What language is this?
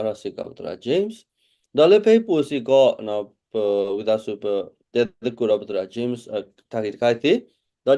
S'gaw Karen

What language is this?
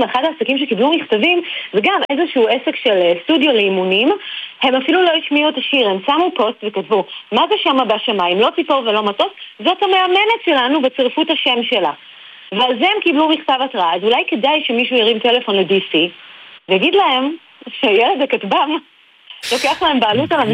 Hebrew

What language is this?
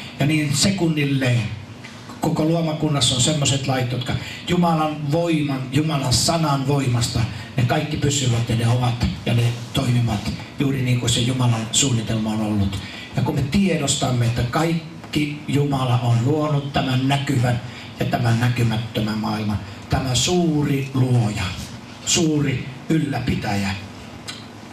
Finnish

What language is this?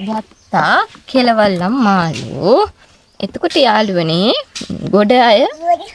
Sinhala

